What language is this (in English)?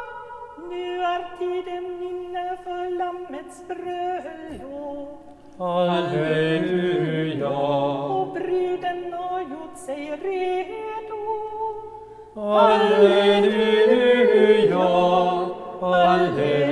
Swedish